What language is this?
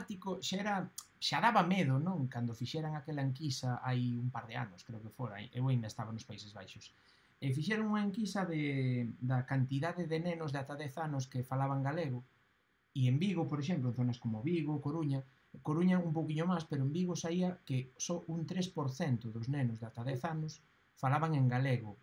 Galician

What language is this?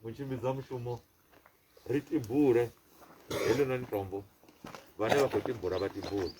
Venda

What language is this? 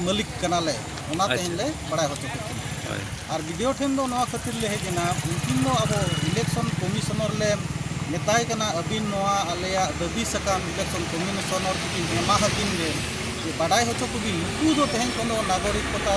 Santali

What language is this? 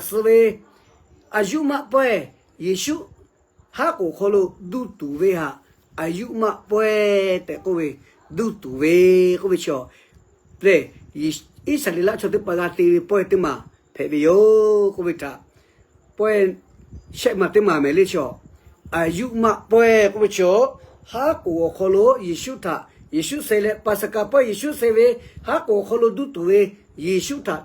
Lahu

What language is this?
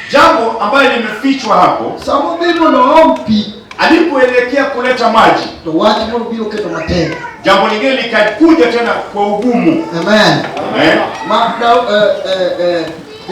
Luo (Kenya and Tanzania)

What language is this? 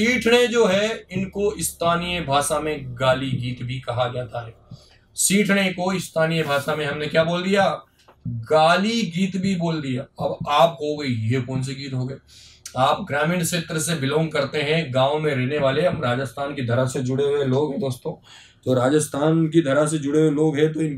Hindi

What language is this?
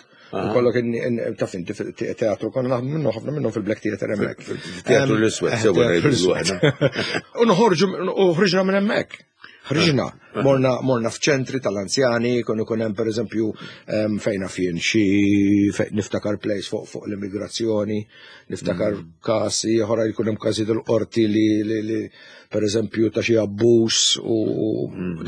Maltese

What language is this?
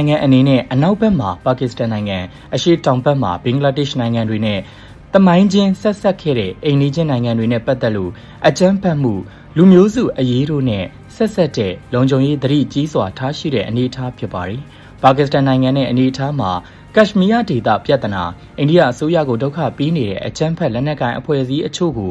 Burmese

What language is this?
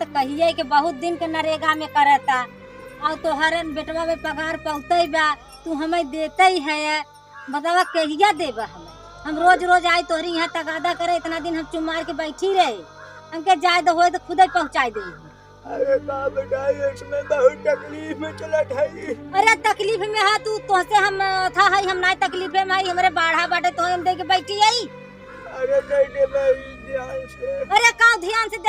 Awadhi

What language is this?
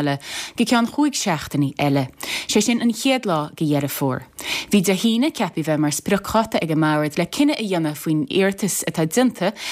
Irish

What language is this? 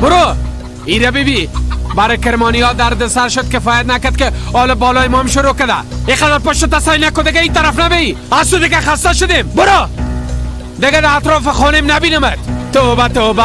Persian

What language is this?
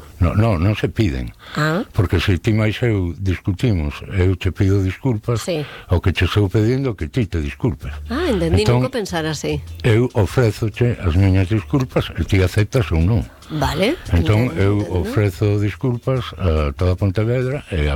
Galician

